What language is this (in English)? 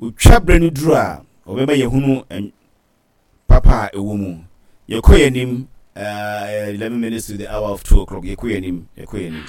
Akan